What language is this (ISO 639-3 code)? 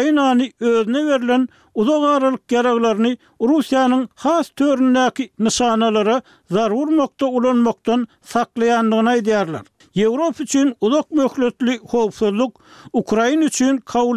tuk